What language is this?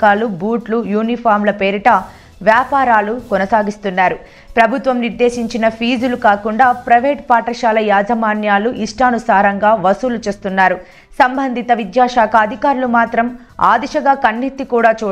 Telugu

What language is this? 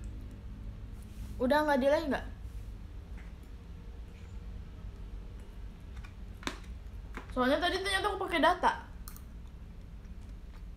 Indonesian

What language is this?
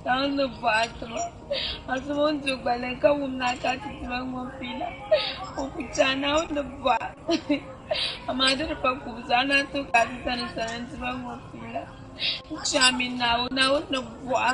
Dagbani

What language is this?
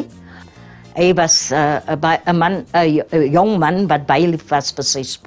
Afrikaans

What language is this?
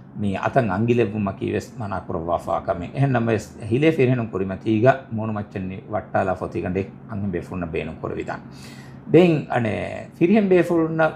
Divehi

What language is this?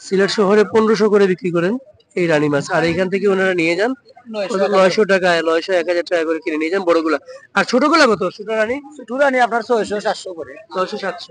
Sylheti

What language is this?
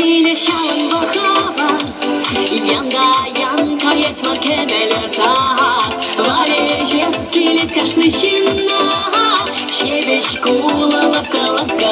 Chuvash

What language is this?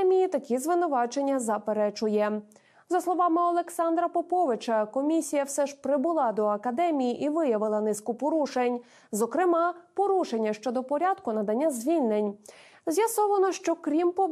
Ukrainian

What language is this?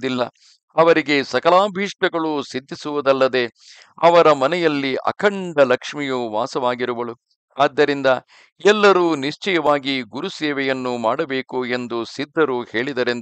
Kannada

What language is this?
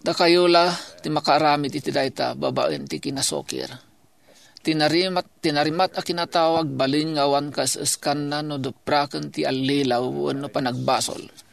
Iloko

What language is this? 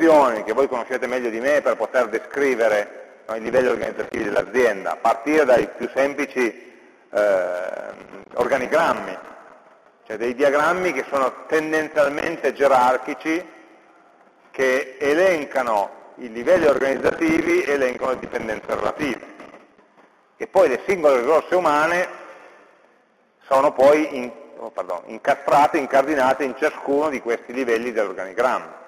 Italian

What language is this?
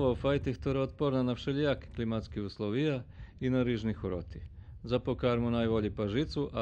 Rusyn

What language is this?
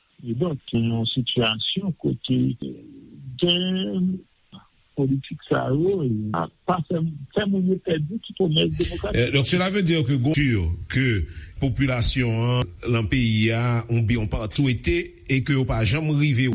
Haitian Creole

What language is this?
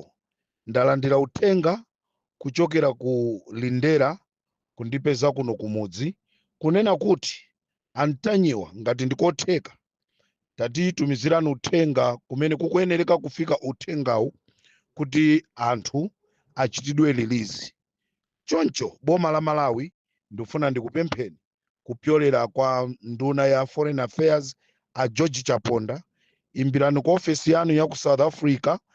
Nyanja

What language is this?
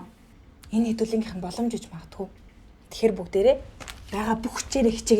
Mongolian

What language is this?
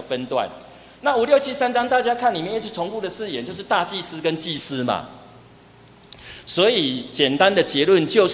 Chinese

